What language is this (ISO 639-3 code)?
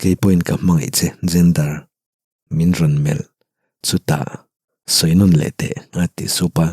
lus